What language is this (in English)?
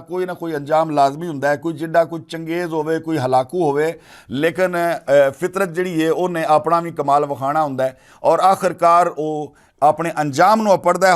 Western Panjabi